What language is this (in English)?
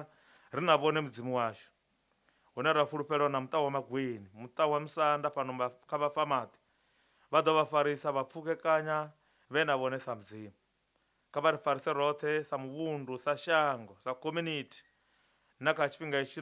Venda